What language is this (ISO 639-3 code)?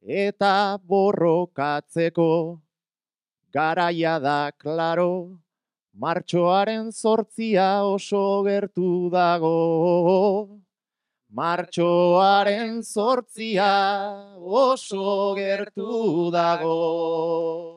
eus